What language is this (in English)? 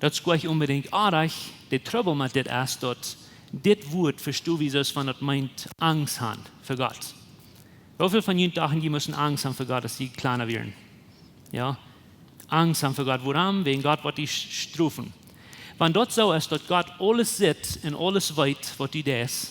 Plautdietsch